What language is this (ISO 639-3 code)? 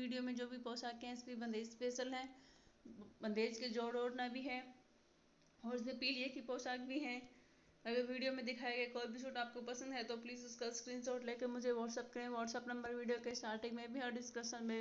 hin